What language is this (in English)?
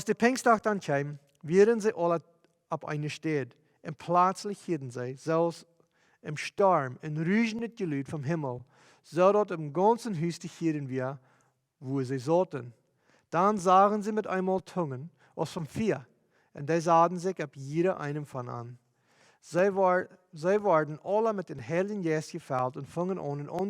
Plautdietsch